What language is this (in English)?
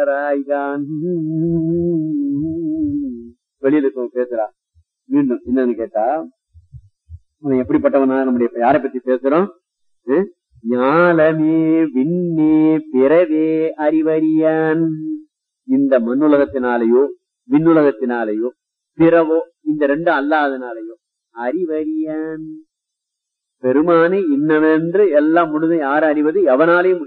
Tamil